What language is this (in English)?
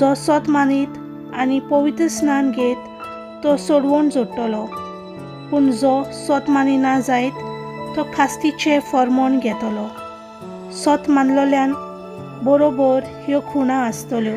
Konkani